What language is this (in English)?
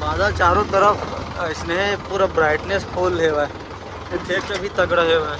Chhattisgarhi